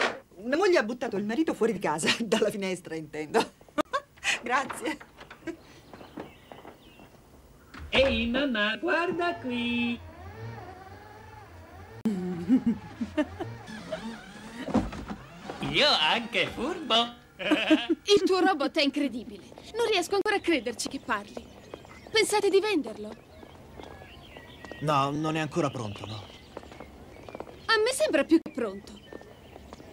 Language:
Italian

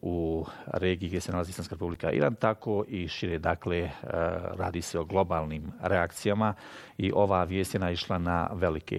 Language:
Bosnian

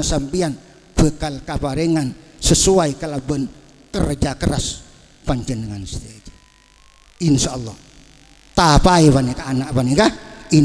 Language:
Madurese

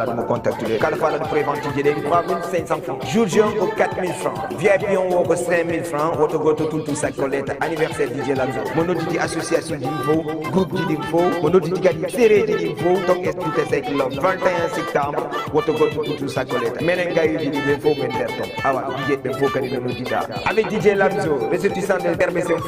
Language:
Fula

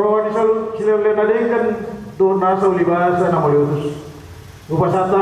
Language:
Batak Toba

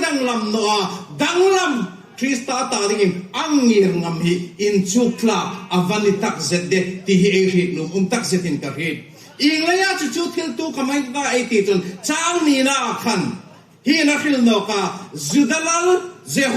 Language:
Hmar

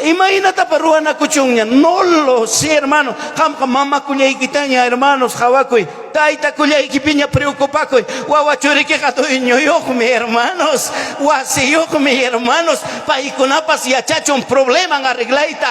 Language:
Ayacucho Quechua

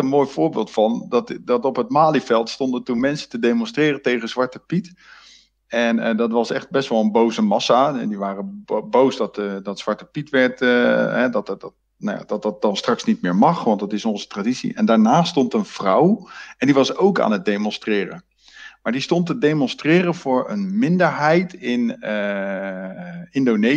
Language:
Dutch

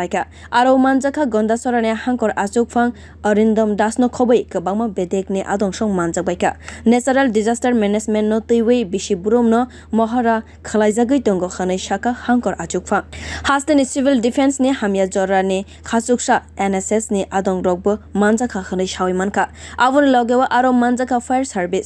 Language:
Kok Borok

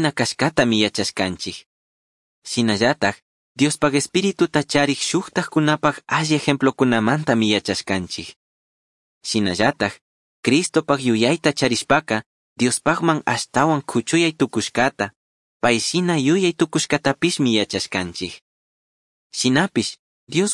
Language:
Chimborazo Highland Quichua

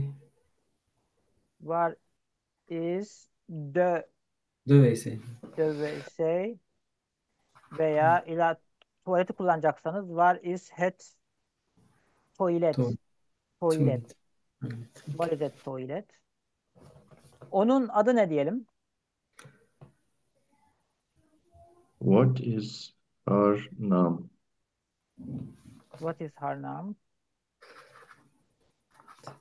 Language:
Turkish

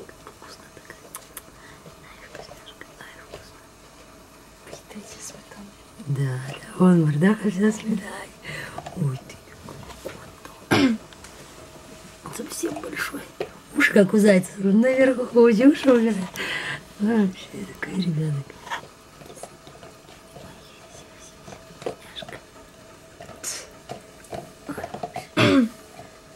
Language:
Russian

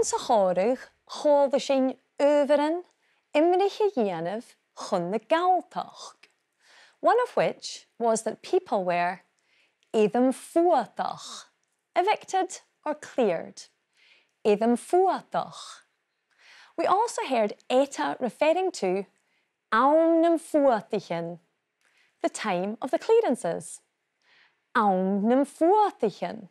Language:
Scottish Gaelic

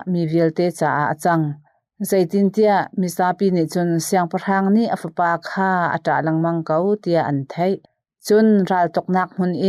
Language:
Hakha Chin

